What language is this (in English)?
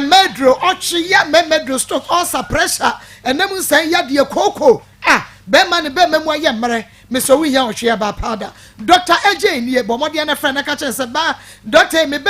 Akan